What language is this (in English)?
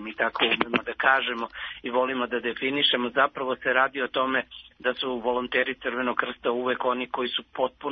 Serbian